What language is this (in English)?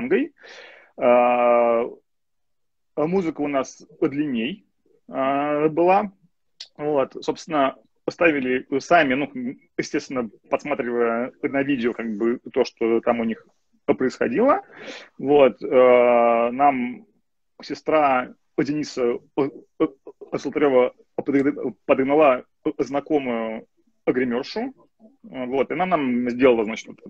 Russian